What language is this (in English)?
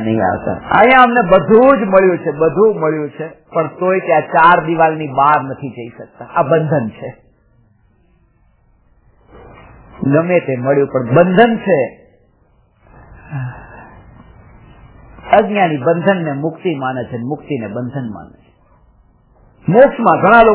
Gujarati